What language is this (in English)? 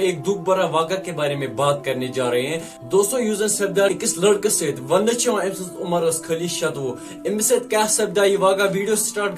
Kashmiri